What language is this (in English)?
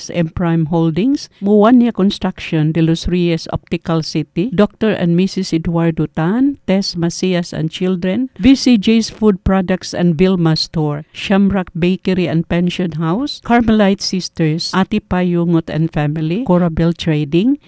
Cebuano